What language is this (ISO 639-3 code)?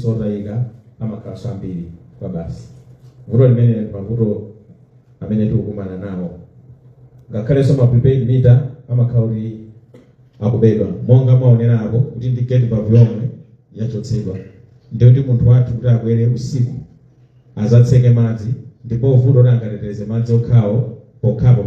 nya